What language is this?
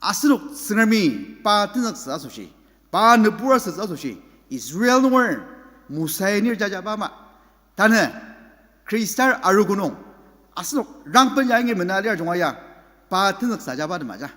Ao Naga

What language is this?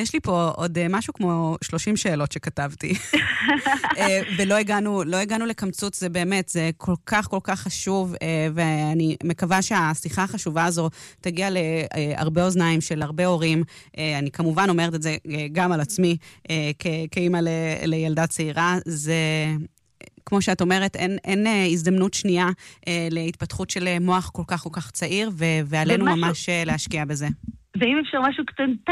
Hebrew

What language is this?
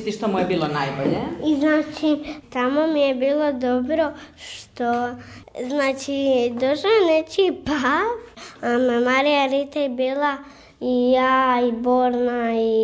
Croatian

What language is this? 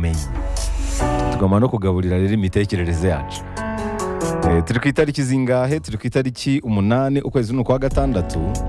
Kinyarwanda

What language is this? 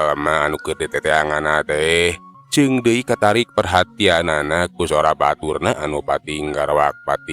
Sundanese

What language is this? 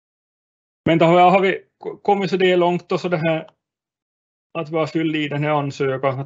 Swedish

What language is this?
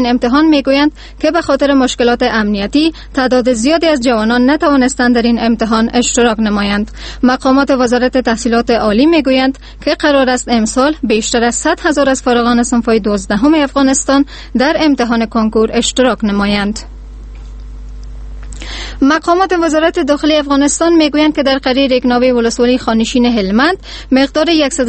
Persian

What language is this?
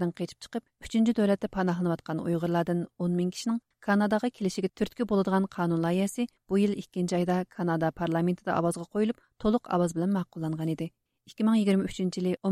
Uyghur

